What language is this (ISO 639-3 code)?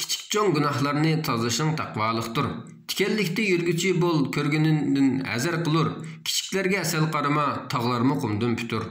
uig